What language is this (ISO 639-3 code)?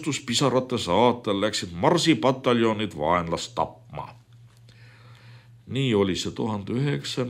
est